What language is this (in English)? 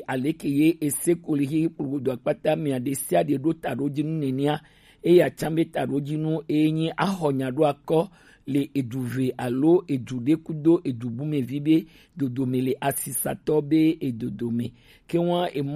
Gen